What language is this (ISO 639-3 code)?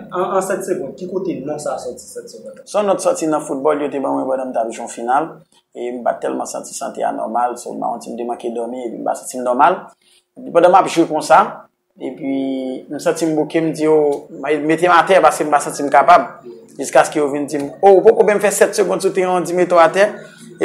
hat